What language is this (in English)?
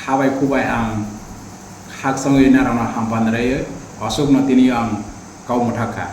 Riang (India)